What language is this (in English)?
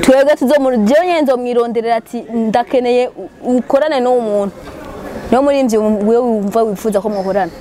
Rundi